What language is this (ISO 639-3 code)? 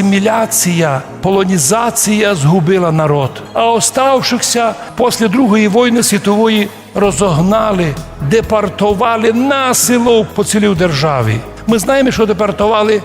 rue